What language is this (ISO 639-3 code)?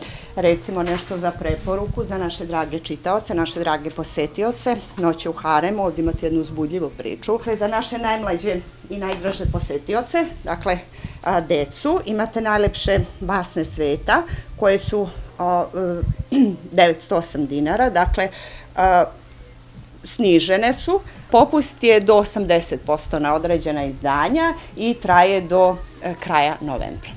srp